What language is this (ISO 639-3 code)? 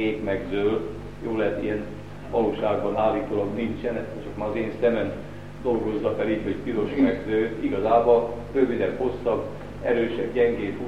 hun